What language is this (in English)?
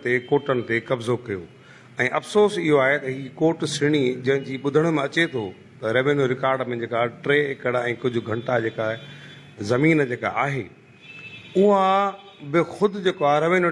Sindhi